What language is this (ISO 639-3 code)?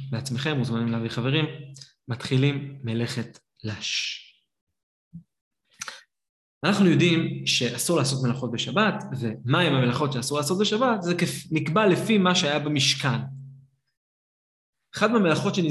heb